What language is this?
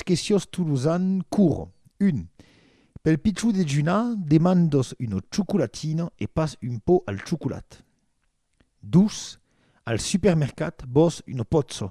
Occitan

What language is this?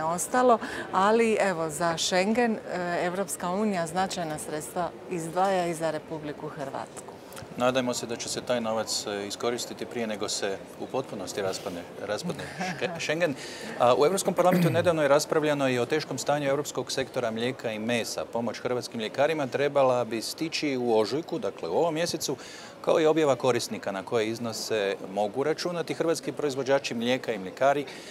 Croatian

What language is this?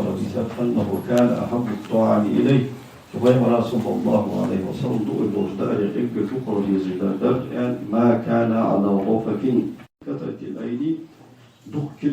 Ingush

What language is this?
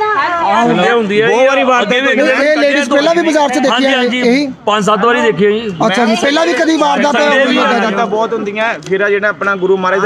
Punjabi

